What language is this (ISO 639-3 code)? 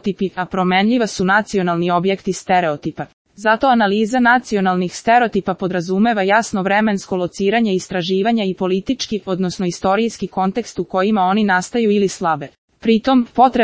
srp